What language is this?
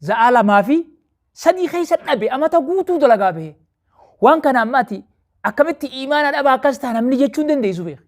Oromo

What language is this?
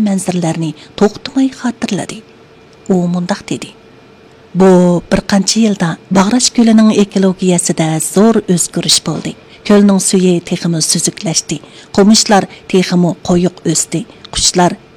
Uyghur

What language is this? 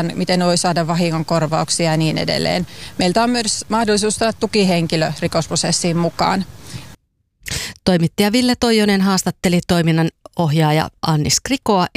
Finnish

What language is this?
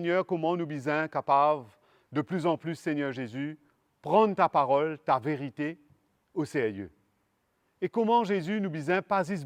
Morisyen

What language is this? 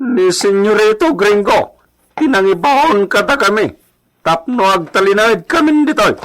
Iloko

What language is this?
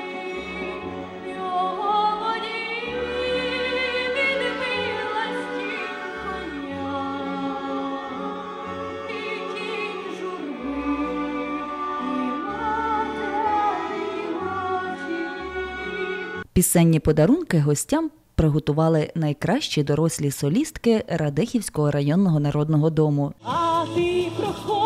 Ukrainian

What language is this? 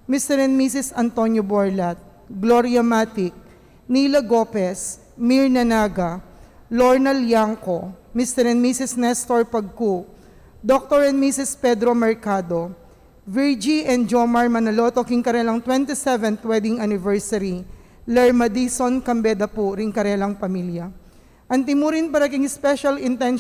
Pampanga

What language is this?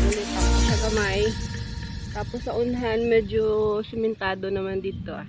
Hiligaynon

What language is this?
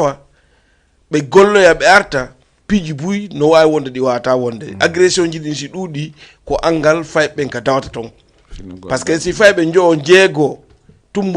Fula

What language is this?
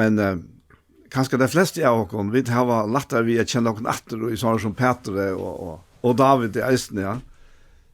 Faroese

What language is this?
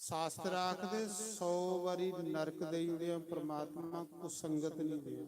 Dogri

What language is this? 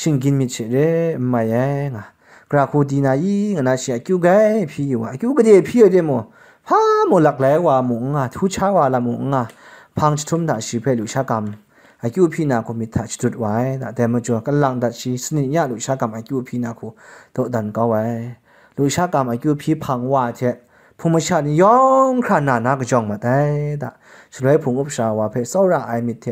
Kachin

